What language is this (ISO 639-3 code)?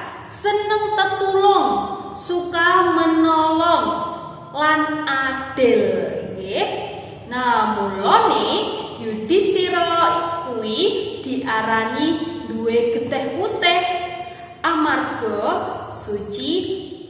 jav